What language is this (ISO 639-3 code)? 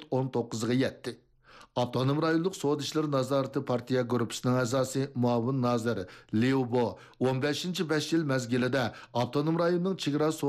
uig